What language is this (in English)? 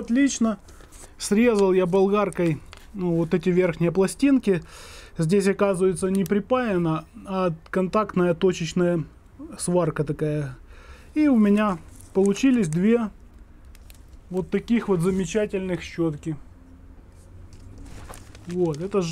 Russian